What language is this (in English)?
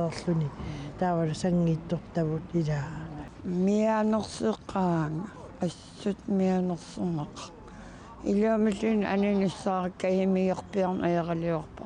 Kalaallisut